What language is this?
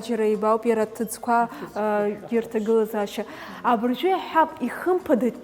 Abkhazian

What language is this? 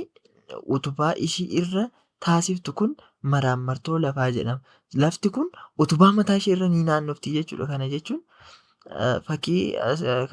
Oromo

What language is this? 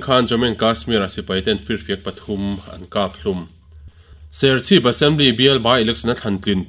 Mizo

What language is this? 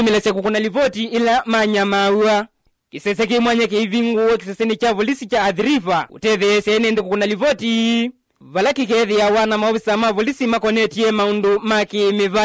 Kamba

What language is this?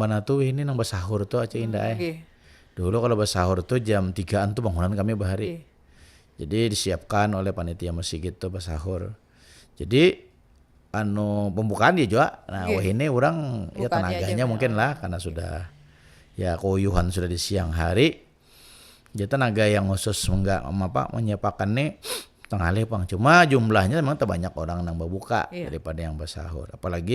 Banjar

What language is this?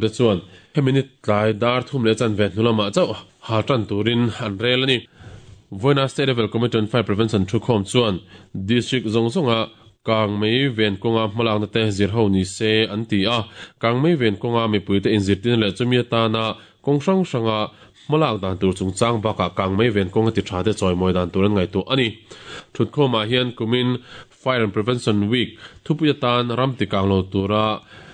Mizo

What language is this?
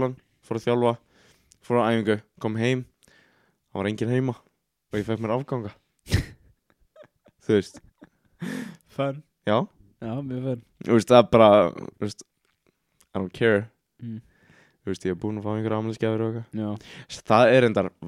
Icelandic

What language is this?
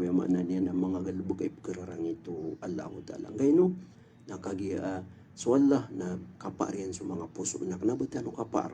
Maranao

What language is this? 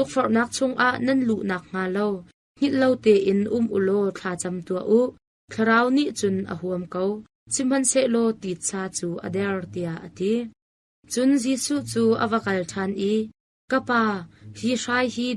Hakha Chin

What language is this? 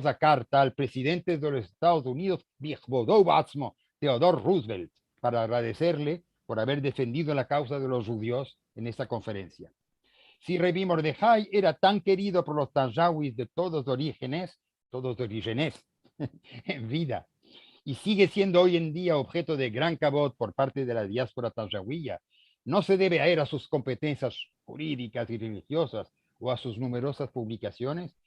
Ladino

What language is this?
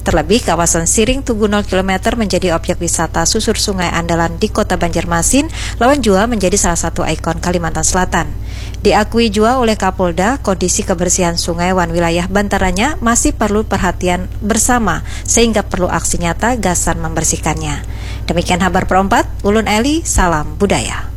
Banjar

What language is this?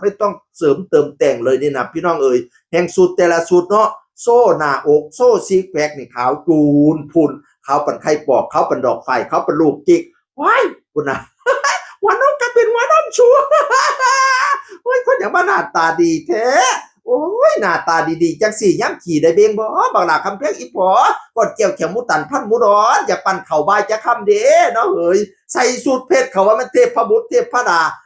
Northeastern Thai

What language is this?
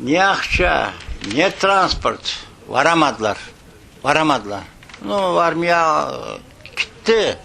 Crimean Tatar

